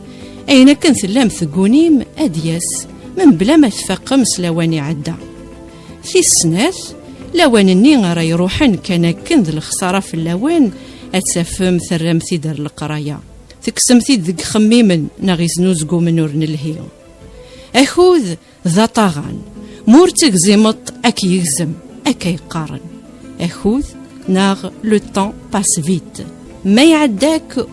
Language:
Kabyle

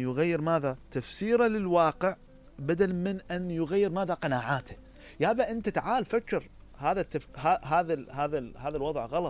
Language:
Mesopotamian Arabic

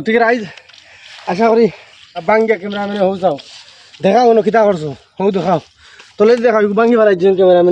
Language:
Sylheti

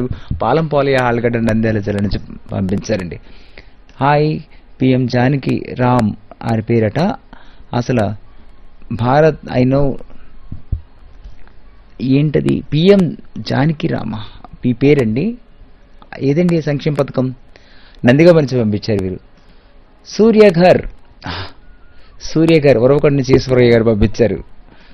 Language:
Telugu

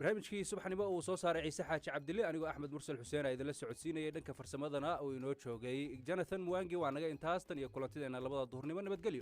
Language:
Somali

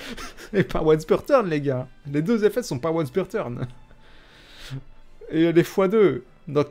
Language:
French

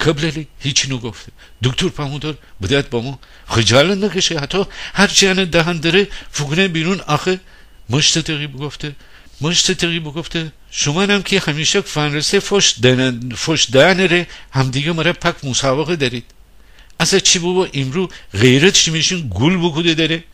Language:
Gilaki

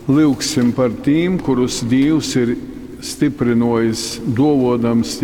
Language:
Latgalian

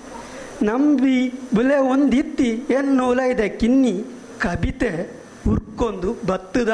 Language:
Tulu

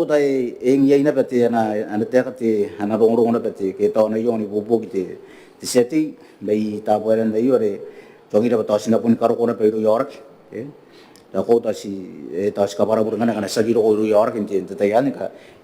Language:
Gilbertese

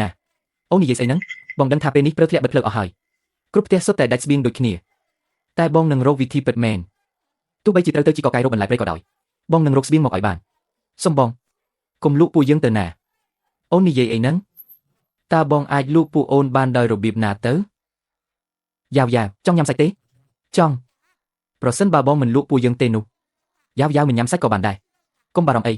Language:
Khmer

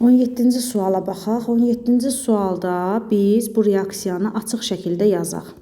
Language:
Azerbaijani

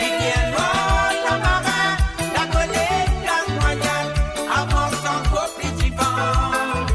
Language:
Morisyen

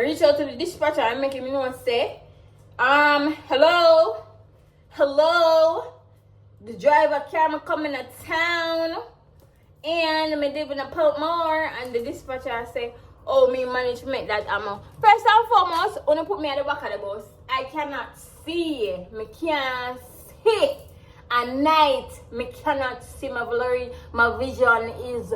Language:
Jamaican Creole English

